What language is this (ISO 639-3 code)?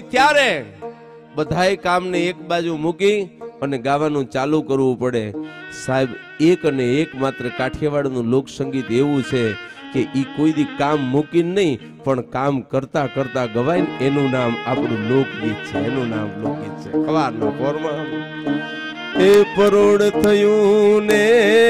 guj